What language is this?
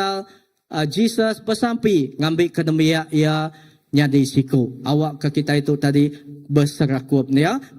Iban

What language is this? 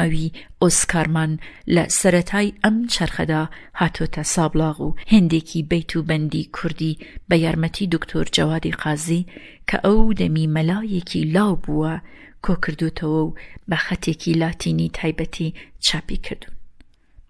Central Kurdish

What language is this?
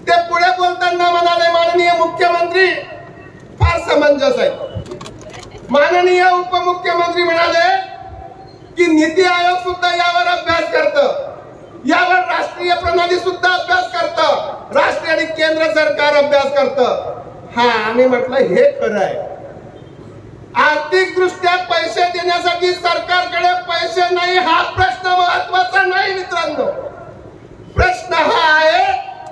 Marathi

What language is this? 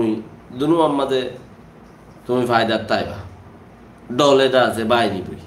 Rohingya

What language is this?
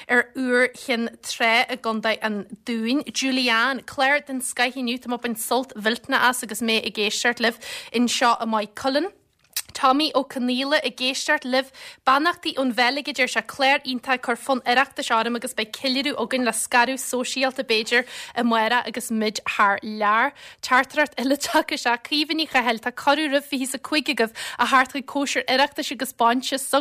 Irish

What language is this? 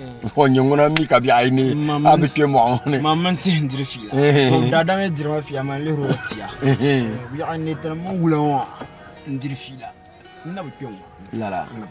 Dagbani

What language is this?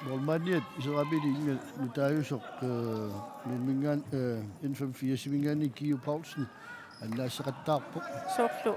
Kalaallisut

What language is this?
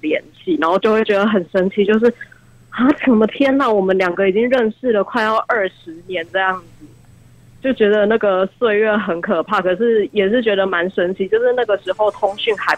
Chinese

